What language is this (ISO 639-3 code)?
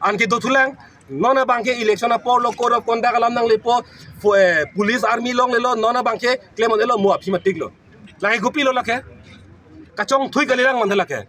mjw